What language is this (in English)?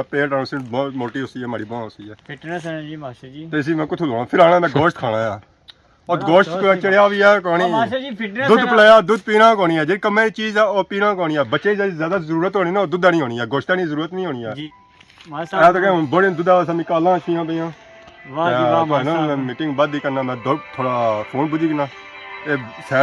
Pahari-Potwari